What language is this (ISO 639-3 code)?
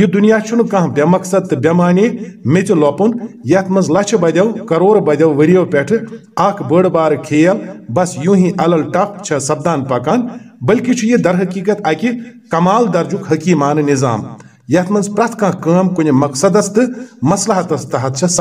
kas